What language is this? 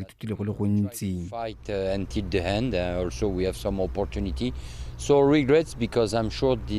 Tswana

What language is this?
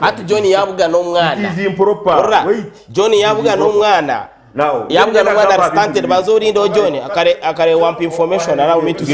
Nyankole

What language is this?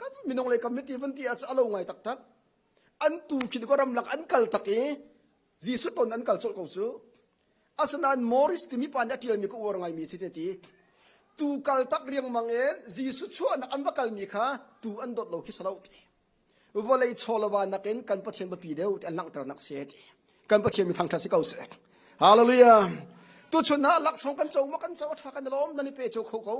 Hakha Chin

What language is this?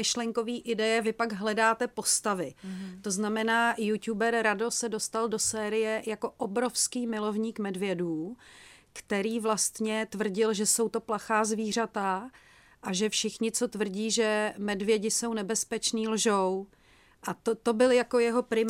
Czech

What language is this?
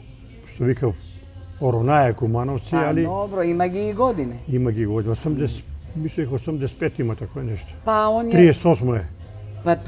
Macedonian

